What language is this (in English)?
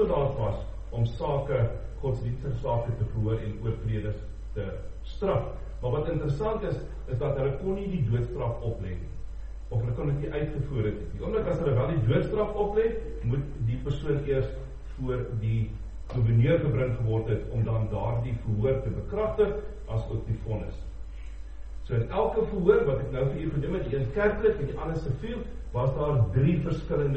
Afrikaans